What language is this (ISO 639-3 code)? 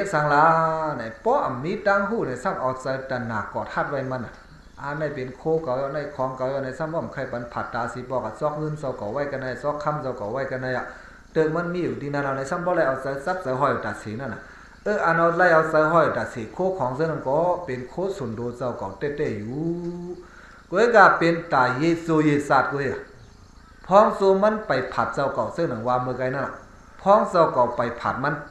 shn